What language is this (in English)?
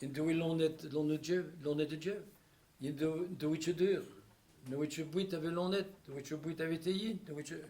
Breton